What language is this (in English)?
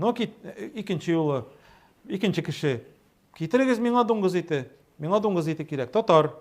Tatar